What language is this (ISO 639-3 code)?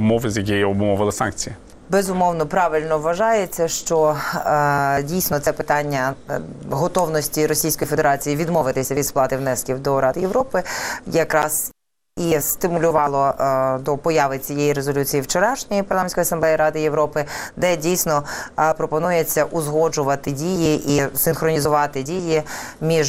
ukr